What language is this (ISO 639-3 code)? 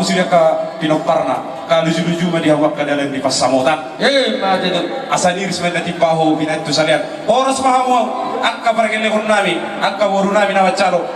bbc